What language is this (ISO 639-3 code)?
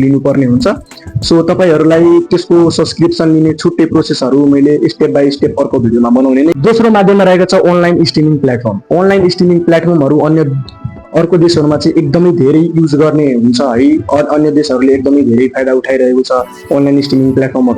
nep